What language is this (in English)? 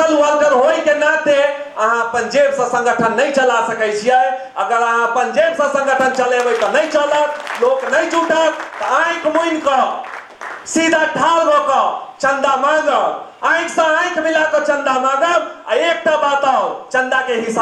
Maithili